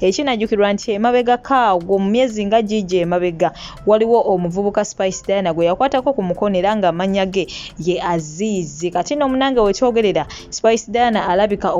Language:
Ganda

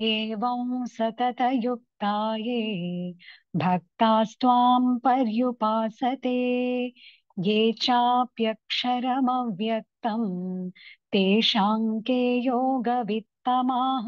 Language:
Sanskrit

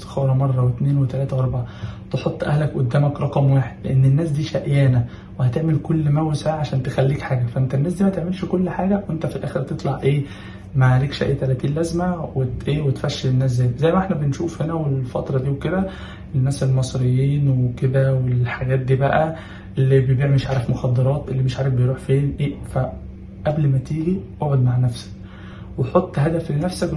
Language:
Egyptian Arabic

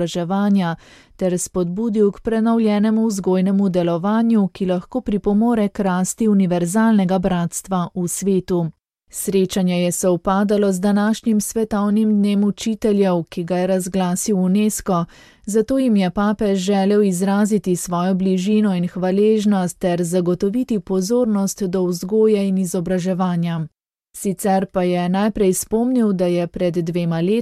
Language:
Slovenian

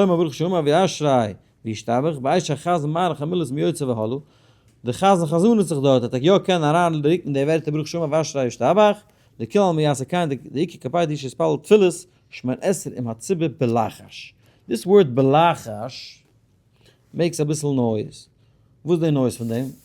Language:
Yiddish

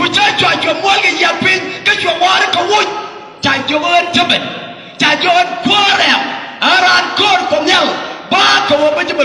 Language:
Nuer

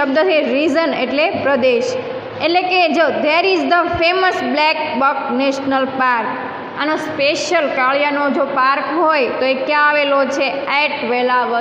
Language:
Gujarati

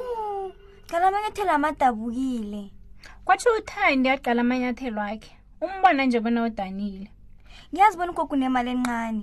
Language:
South Ndebele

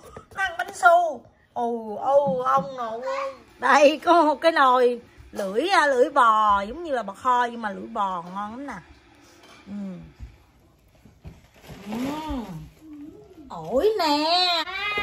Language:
Vietnamese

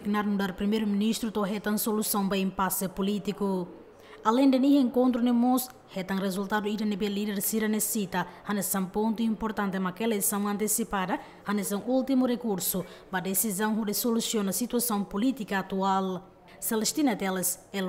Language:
Tetum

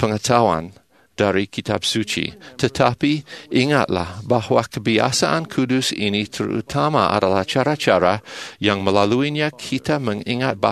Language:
Indonesian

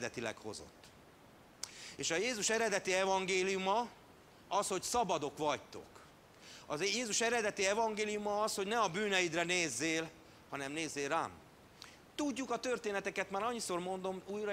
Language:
Hungarian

